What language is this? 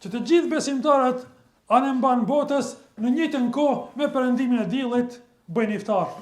Albanian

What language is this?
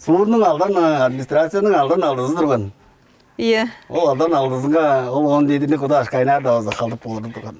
Tuvinian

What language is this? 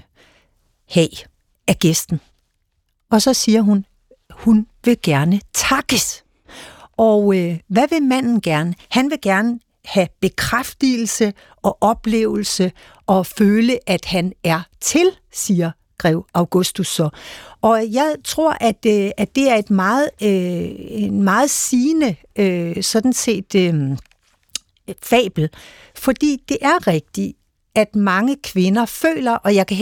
Danish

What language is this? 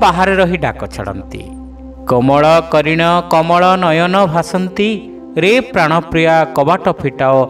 Odia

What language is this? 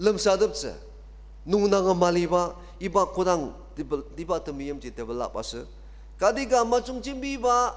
Ao Naga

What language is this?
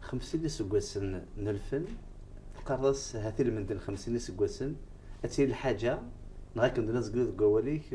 Kabyle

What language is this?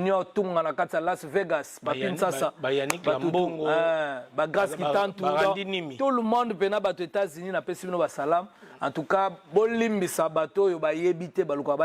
Lingala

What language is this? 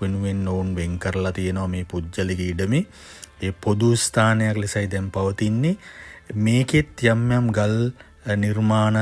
Sinhala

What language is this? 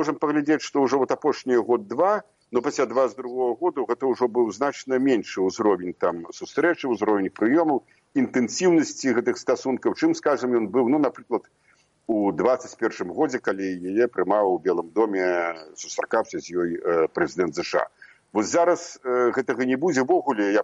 Belarusian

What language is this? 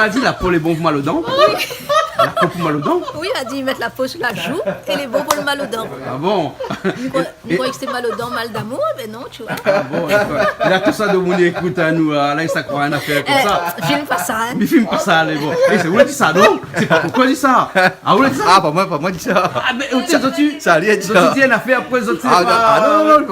Réunion Creole French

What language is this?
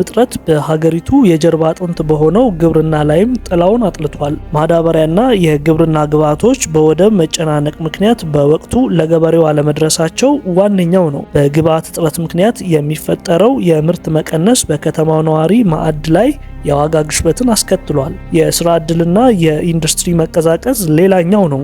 Amharic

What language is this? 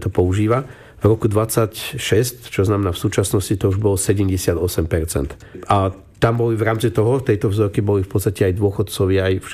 Slovak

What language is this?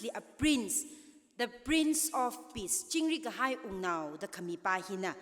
Tangkhul Naga (India)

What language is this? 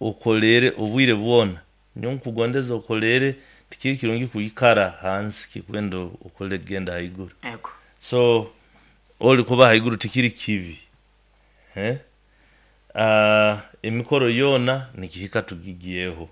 Nyoro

